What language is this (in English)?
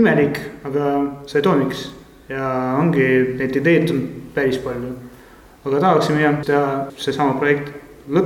Estonian